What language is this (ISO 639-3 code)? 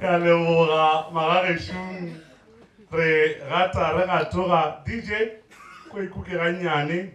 nso